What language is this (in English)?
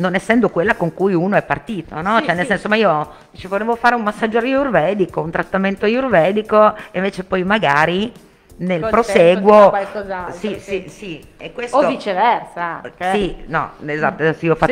Italian